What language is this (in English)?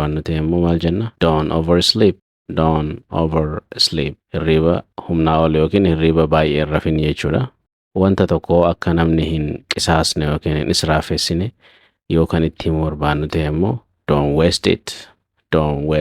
Oromo